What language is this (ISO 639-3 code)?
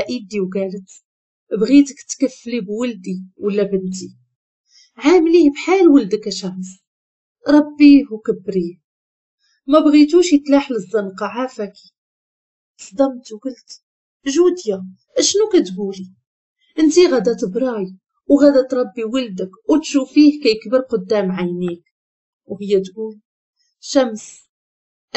ary